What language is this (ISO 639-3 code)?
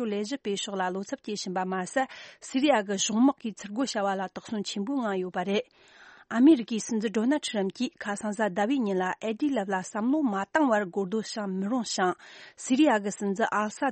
bod